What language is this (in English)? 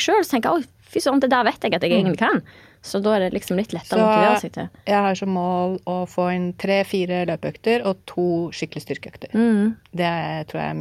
Norwegian